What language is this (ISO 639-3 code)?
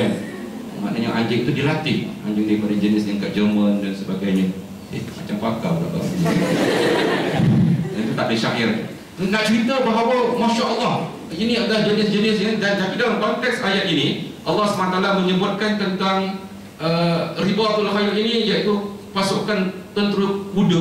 msa